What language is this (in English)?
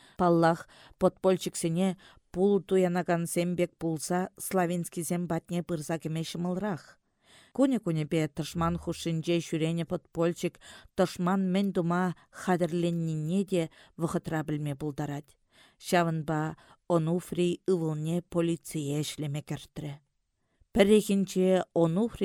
Chuvash